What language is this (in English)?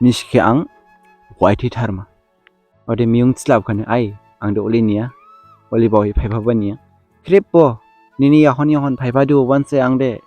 Dimasa